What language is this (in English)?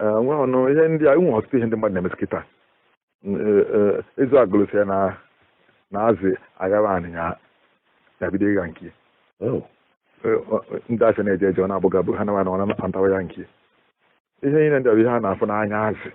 Igbo